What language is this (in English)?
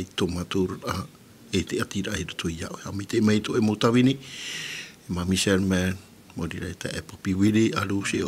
Tahitian